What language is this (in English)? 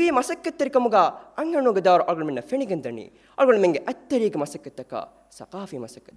Divehi